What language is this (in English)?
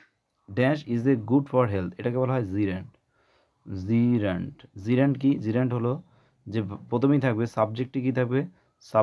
Bangla